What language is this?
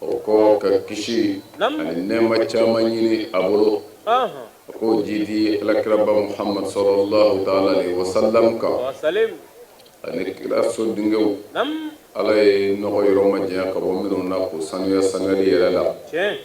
Bambara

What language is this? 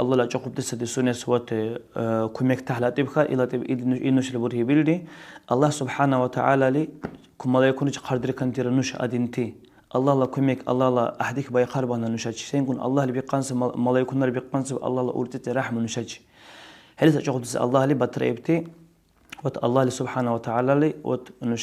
Dargwa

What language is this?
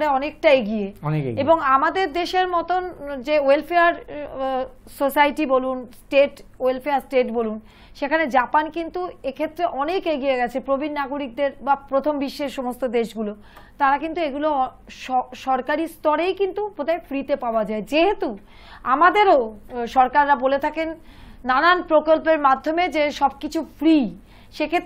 Bangla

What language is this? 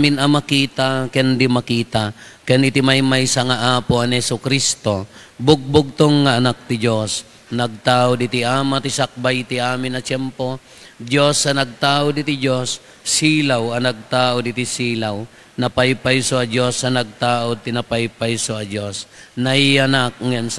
Iloko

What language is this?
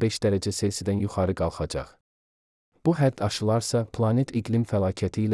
Azerbaijani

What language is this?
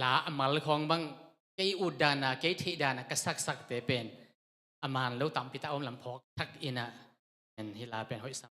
Tedim Chin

